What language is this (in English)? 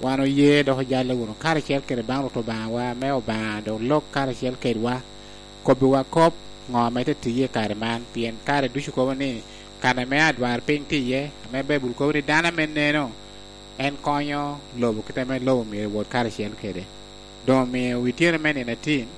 Lango (Uganda)